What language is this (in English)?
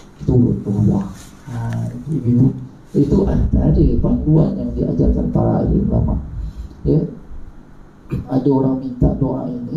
Malay